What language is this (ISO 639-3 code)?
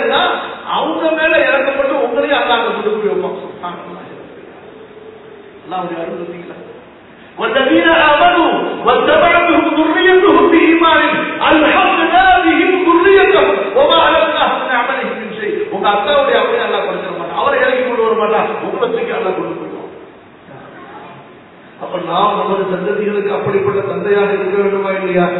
tam